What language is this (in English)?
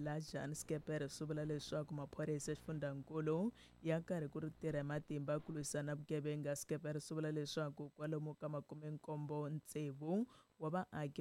Tsonga